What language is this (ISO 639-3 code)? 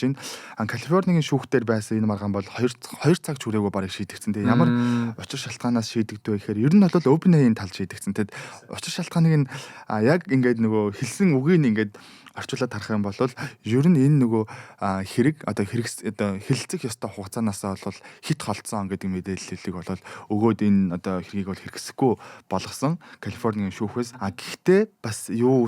mon